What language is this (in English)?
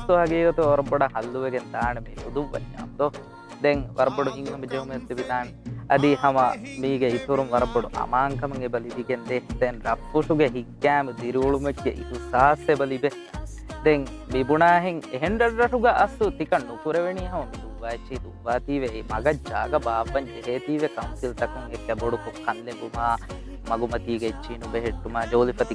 Divehi